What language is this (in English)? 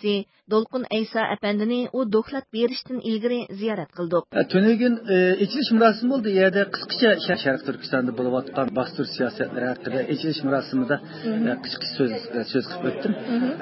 Uyghur